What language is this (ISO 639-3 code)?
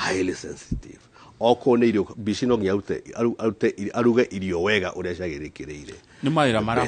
kik